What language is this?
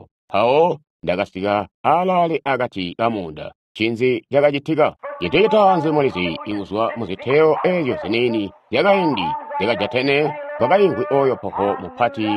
Tonga (Zambia)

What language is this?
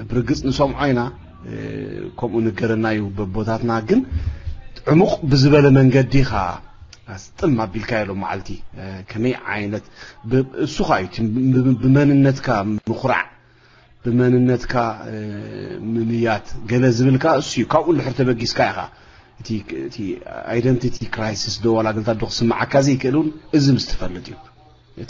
Tigrinya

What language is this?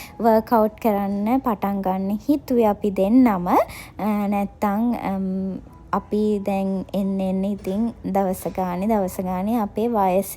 Sinhala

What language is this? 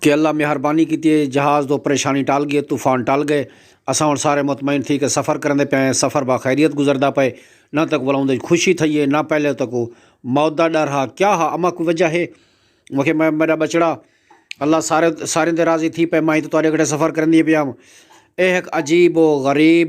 Saraiki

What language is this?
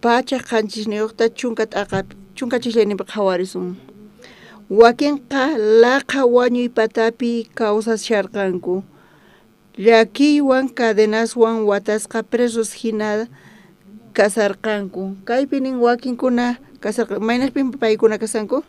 South Bolivian Quechua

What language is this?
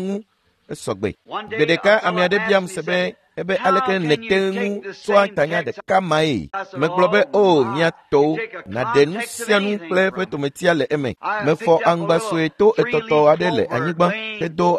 Ewe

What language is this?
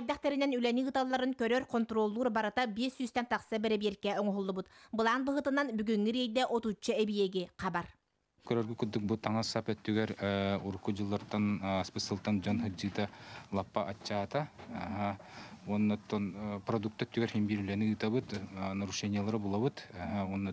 Yakut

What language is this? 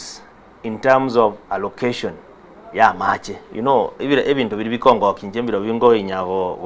Gusii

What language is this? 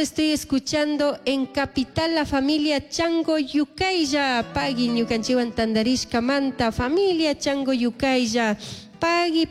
Chimborazo Highland Quichua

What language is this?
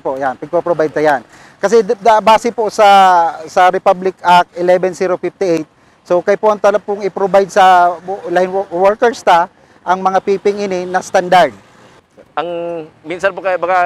Bikol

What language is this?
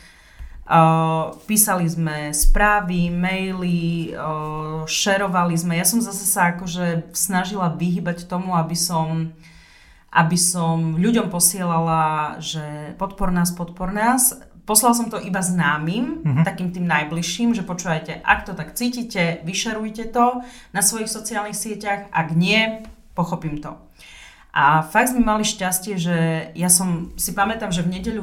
Slovak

